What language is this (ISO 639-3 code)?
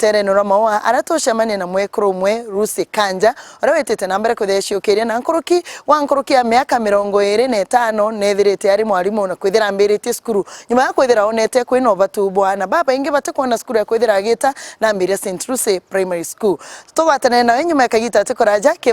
mer